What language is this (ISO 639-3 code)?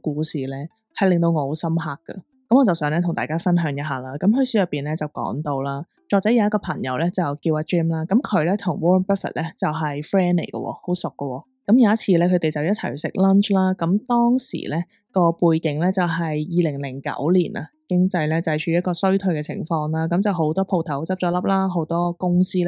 yue